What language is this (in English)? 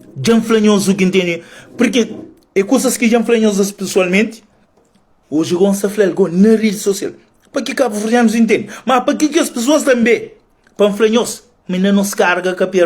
Kabuverdianu